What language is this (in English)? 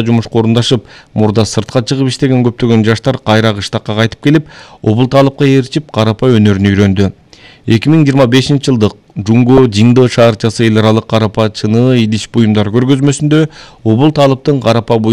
Kyrgyz